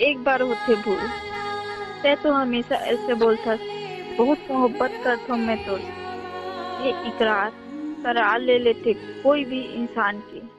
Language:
Chhattisgarhi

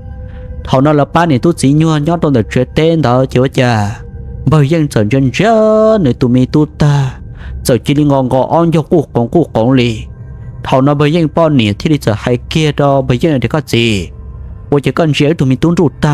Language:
Hmong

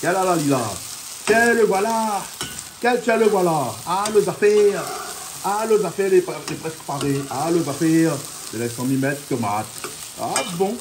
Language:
Réunion Creole French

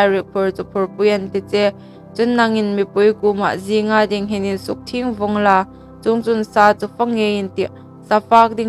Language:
Hmar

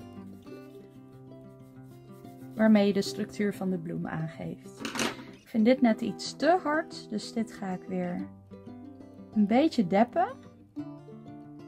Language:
Dutch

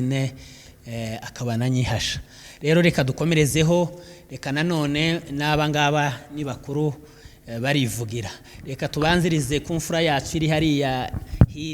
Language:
Kinyarwanda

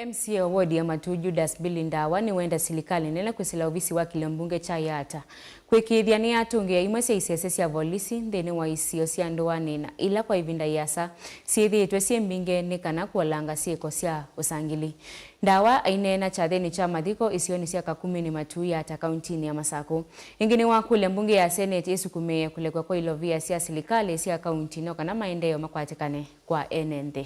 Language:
Kamba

